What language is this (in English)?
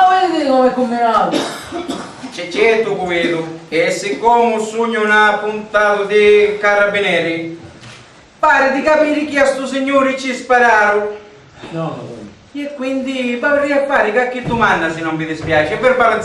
Sicilian